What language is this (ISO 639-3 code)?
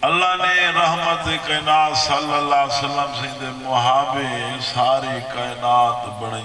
skr